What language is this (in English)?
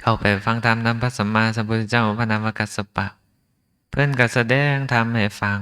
Lao